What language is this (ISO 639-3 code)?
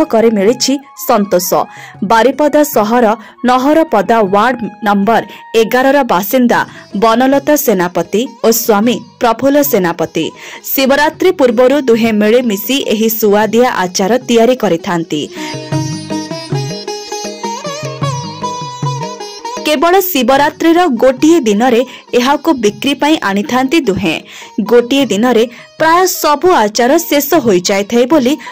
ori